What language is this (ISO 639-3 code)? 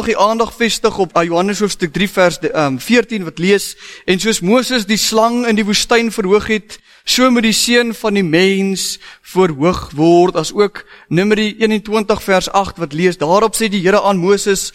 afr